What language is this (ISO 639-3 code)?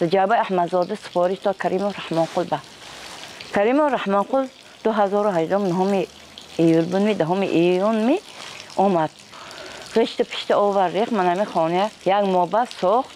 tgk